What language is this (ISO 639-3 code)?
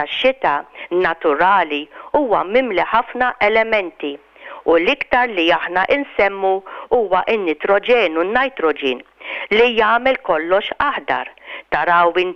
mlt